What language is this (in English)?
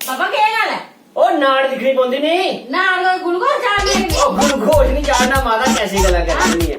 Dogri